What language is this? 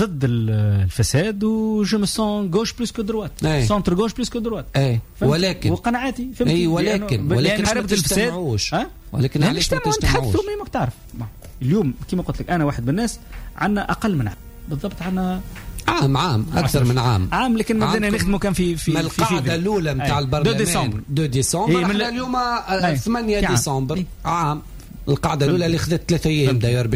Tunisian Arabic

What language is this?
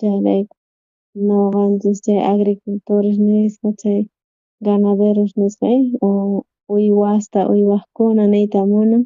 South Bolivian Quechua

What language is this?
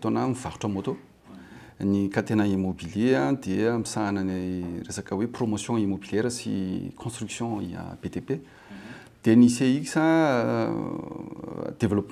Malagasy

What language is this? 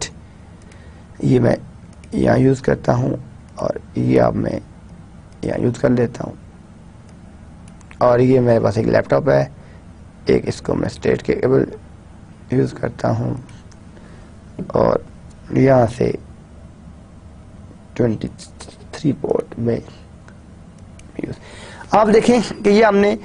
Urdu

